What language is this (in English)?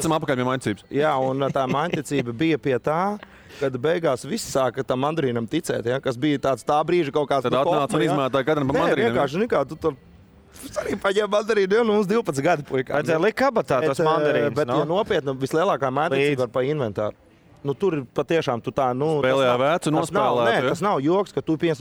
Latvian